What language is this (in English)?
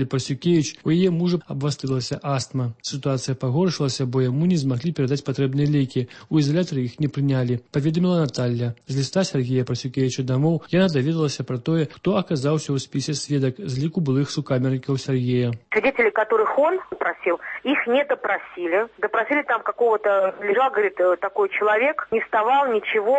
Belarusian